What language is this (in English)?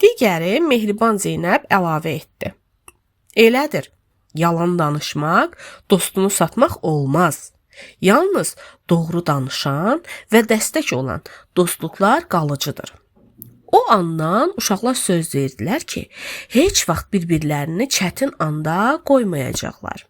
Azerbaijani